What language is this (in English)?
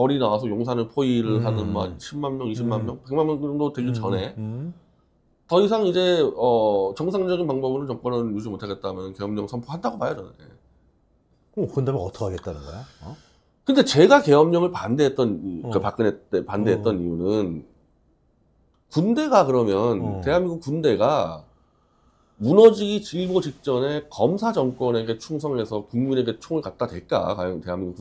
Korean